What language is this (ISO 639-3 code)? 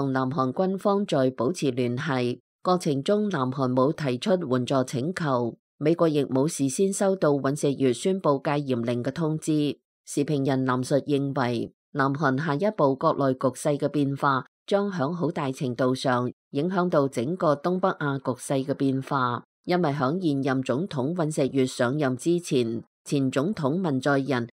yue